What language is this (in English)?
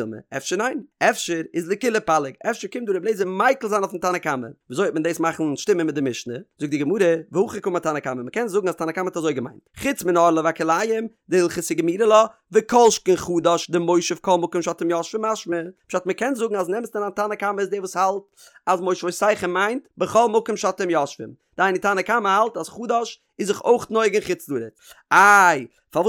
Yiddish